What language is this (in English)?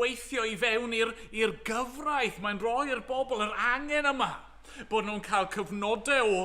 Welsh